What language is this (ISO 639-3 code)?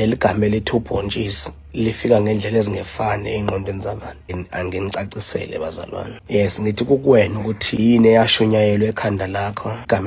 zul